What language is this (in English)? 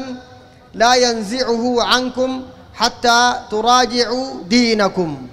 Sudanese Arabic